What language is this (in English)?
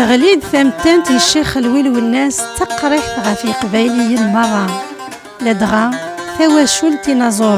Kabyle